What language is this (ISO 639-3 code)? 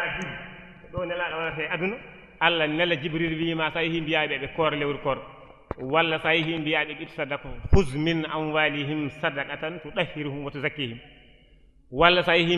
ful